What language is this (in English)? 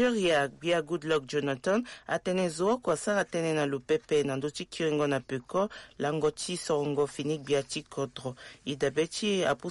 Sango